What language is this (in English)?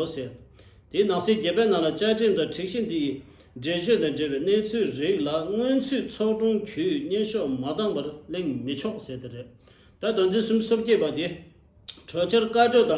Tibetan